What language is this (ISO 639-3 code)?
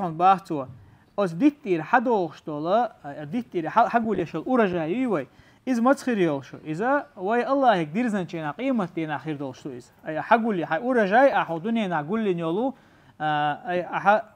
che